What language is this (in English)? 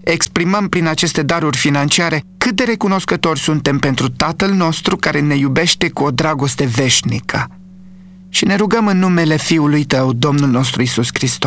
Romanian